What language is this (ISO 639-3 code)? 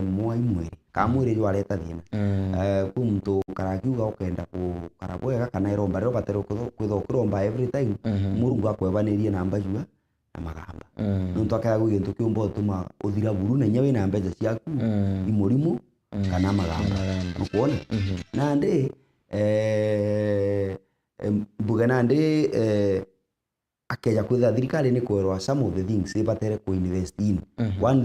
mer